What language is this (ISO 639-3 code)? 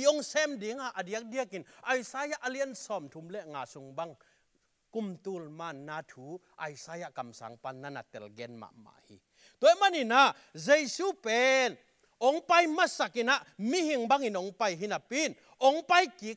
ctd